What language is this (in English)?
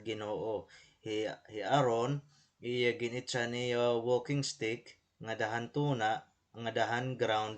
Waray